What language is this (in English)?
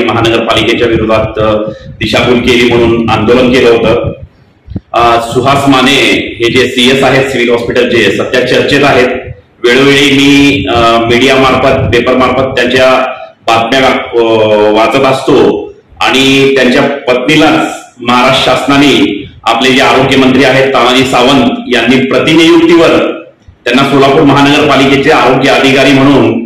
Marathi